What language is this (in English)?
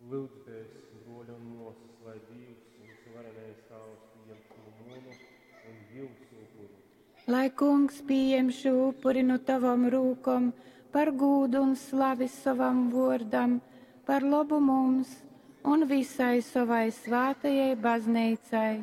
Latgalian